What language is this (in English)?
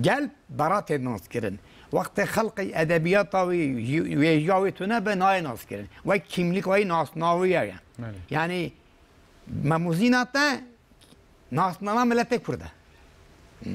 Kurdish